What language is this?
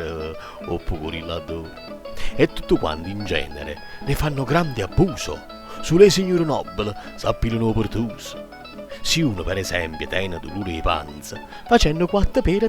Neapolitan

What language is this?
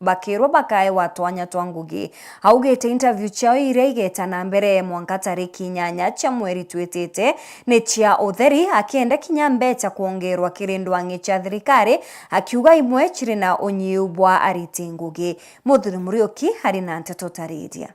Meru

